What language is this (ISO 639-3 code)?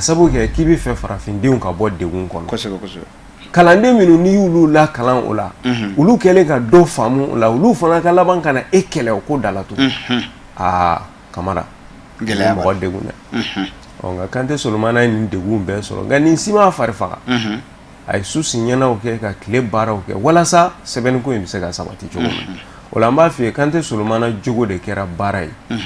bam